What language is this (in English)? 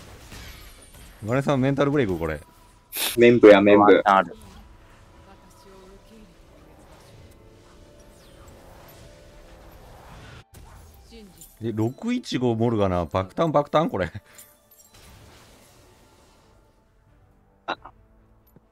Japanese